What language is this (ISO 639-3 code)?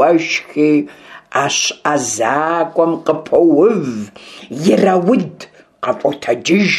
kbd